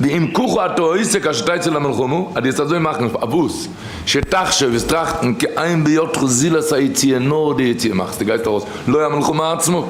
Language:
Yiddish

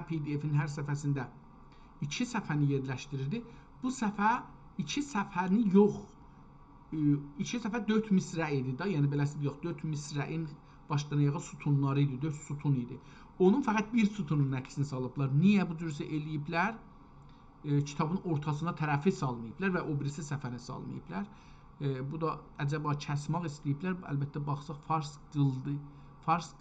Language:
South Azerbaijani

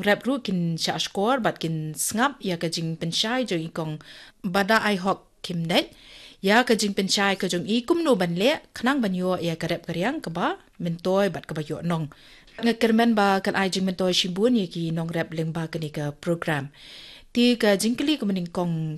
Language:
Khasi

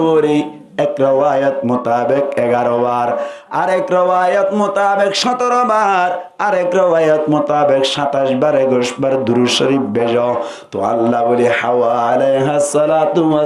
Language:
Rohingya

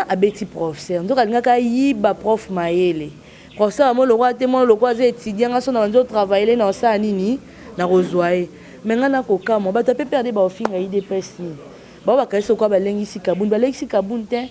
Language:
Lingala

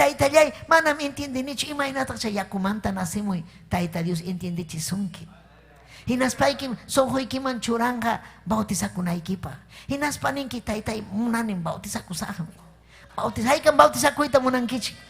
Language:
Ayacucho Quechua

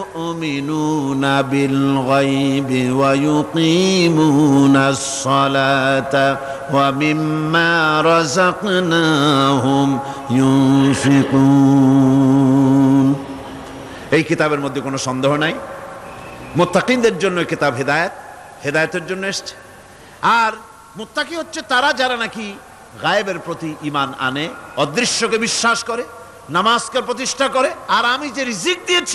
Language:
Bangla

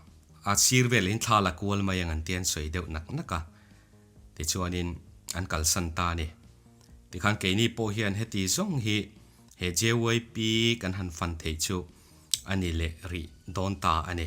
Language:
Mizo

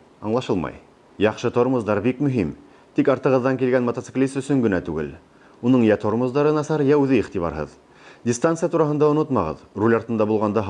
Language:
Bashkir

